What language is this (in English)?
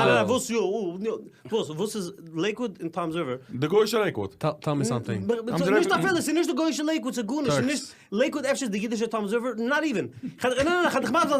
Yiddish